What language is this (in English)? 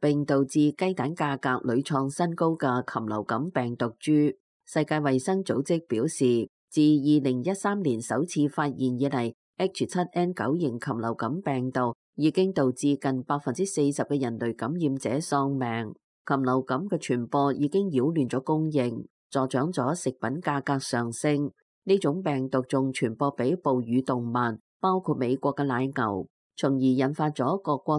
Cantonese